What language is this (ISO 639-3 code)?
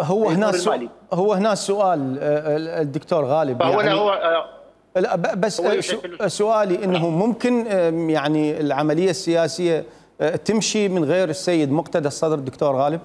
acm